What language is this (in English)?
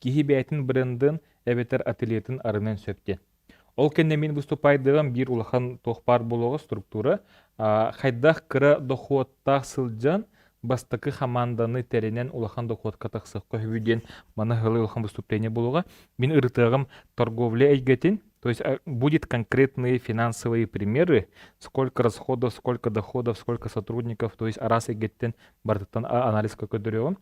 Yakut